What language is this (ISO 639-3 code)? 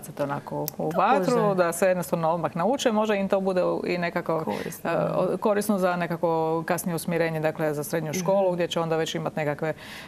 hrv